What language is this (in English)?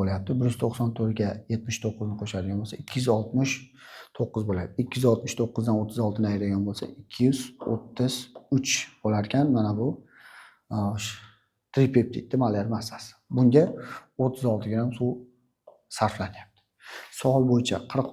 Uzbek